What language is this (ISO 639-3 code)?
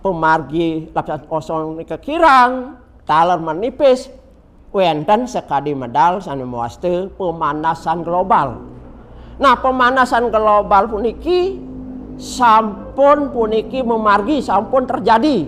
ban